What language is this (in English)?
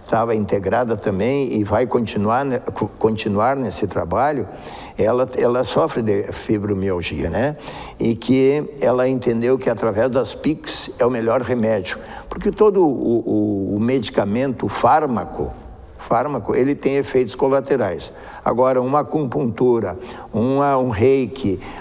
Portuguese